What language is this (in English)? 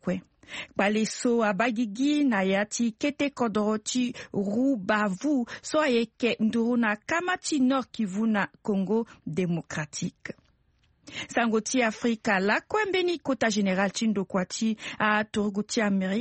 Sango